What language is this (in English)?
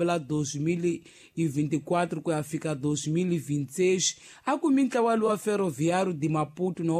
Tsonga